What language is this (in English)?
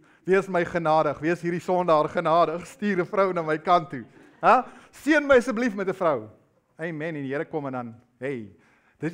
Afrikaans